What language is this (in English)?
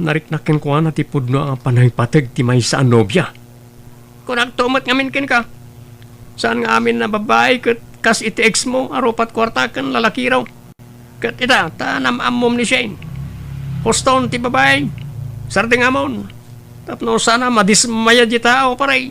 Iloko